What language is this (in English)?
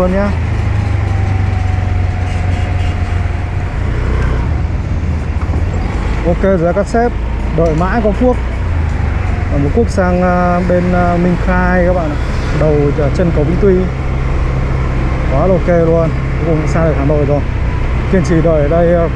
Vietnamese